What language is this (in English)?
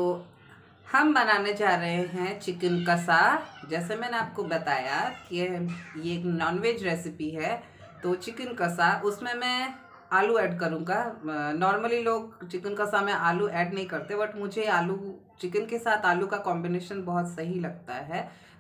Hindi